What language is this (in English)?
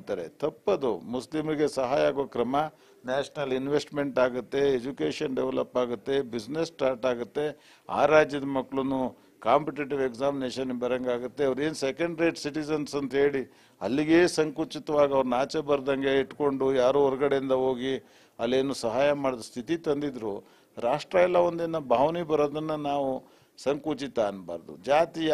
Kannada